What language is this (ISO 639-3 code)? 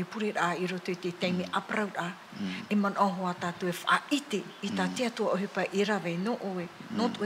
tah